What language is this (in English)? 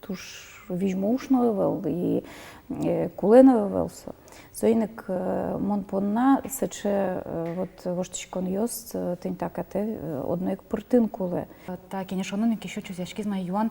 Udmurt